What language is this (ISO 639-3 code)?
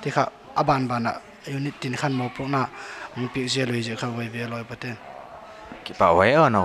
pck